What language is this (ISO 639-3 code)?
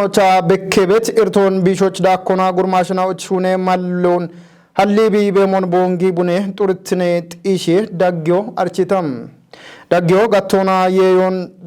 kbr